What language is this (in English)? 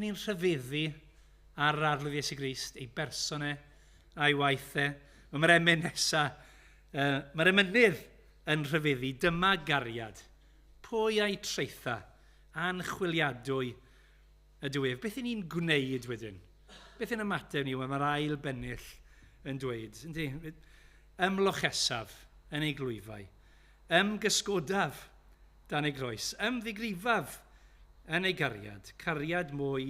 Welsh